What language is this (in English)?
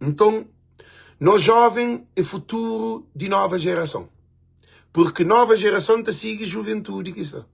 Kabuverdianu